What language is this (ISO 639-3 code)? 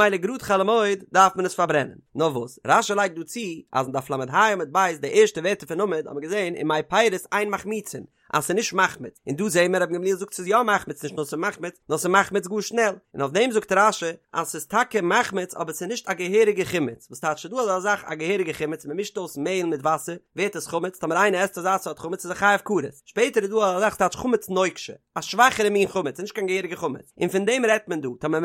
yid